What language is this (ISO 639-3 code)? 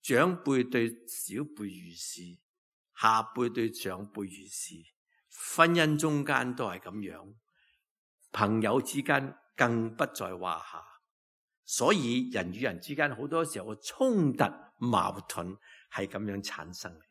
yue